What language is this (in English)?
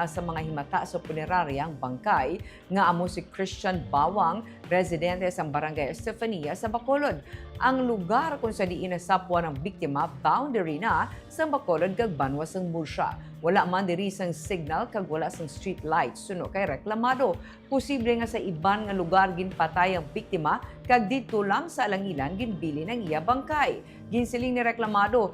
Hiligaynon